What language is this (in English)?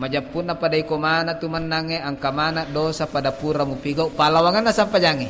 Buginese